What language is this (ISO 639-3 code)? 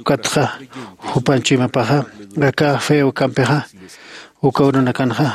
aym